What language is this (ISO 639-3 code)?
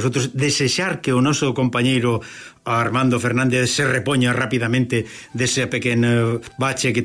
glg